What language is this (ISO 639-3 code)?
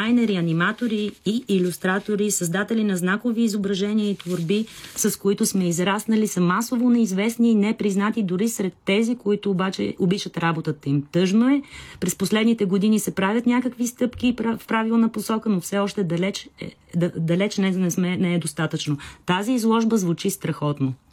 bul